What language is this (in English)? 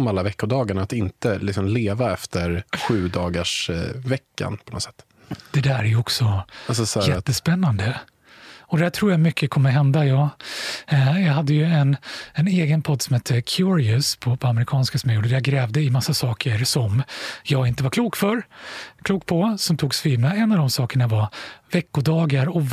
Swedish